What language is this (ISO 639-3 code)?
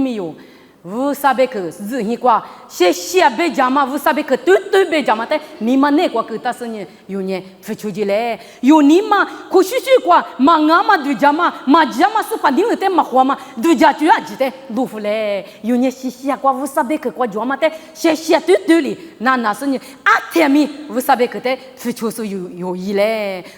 lis